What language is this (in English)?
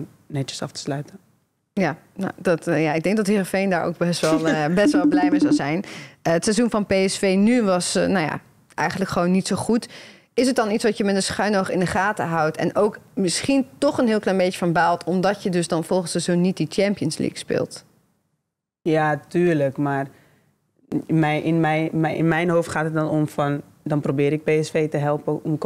Dutch